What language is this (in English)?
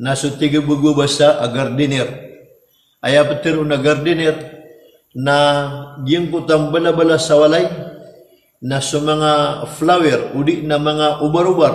Maranao